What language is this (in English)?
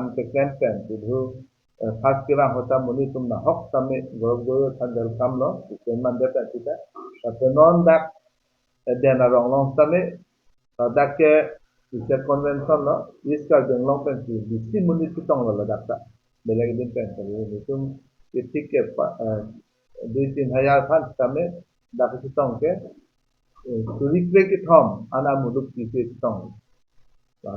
Karbi